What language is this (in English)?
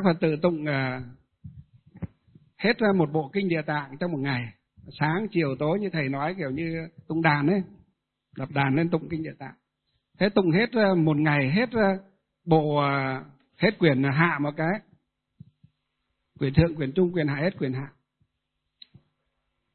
Vietnamese